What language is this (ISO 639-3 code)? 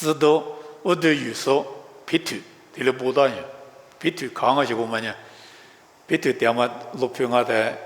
lis